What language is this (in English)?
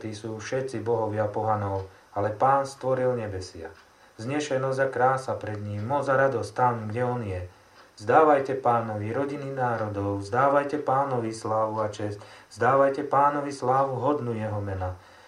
Slovak